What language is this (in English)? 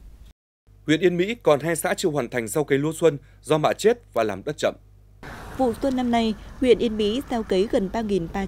Vietnamese